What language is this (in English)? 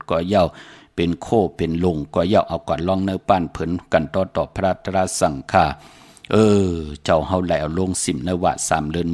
Shan